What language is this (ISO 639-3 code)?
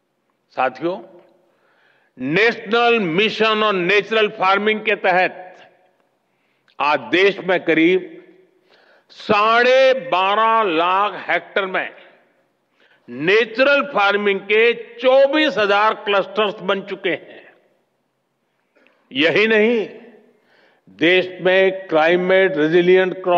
hin